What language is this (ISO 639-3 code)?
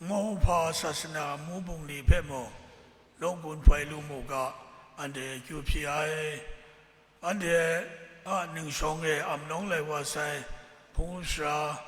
kac